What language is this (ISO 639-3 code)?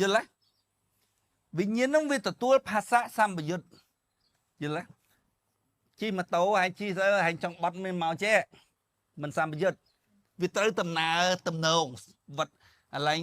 khm